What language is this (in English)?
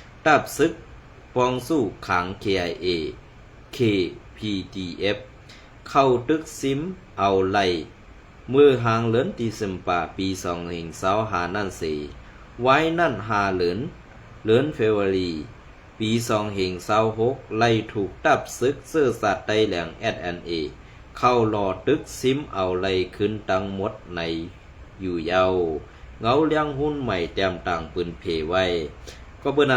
Shan